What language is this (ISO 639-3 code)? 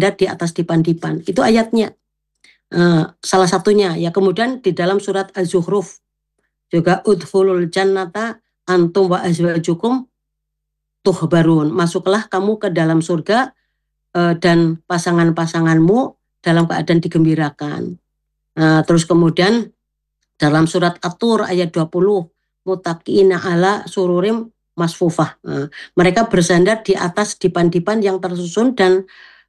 ind